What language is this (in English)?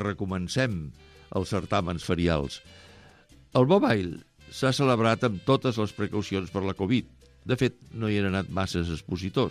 Catalan